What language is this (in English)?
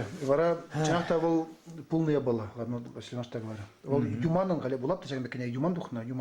Chuvash